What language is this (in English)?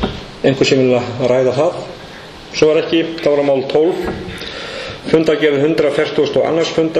Icelandic